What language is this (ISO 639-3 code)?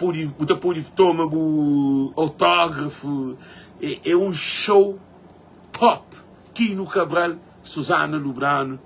kea